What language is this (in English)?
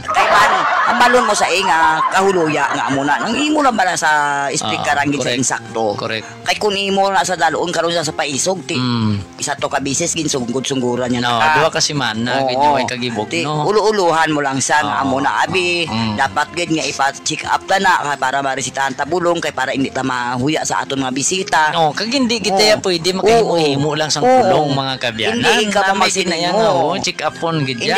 Hiligaynon